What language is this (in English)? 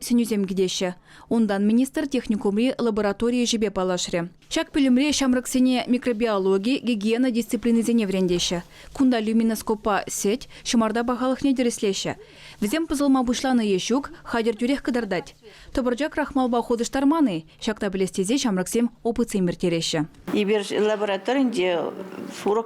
Chuvash